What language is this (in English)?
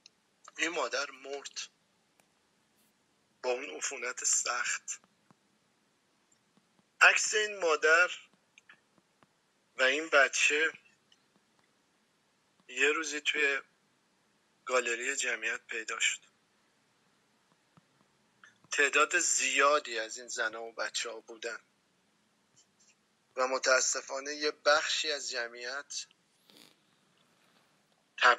Persian